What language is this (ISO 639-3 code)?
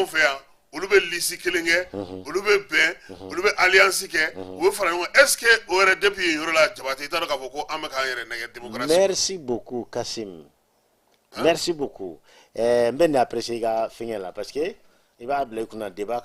bam